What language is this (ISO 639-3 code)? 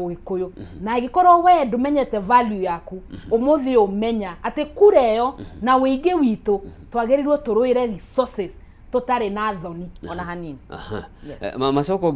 kik